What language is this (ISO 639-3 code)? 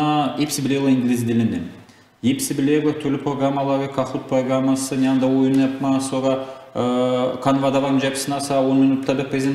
gag